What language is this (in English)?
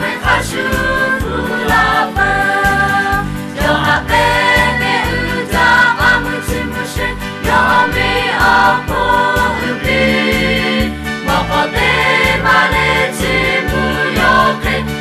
Lahu